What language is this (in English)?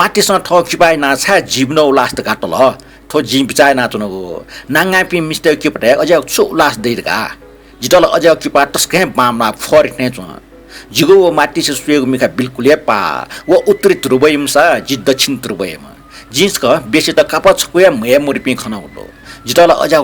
Newari